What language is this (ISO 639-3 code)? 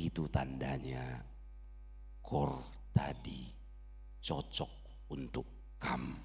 bbc